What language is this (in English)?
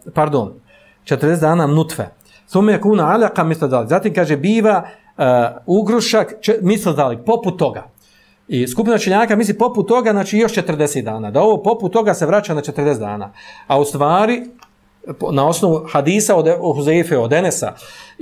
Bosnian